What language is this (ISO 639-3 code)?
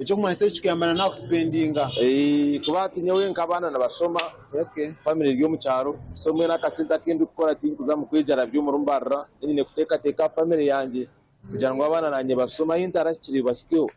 nyn